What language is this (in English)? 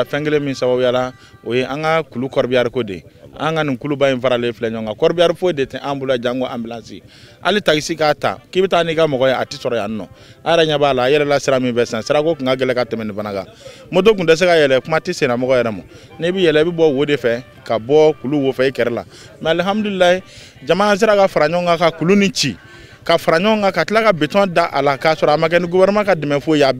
Bambara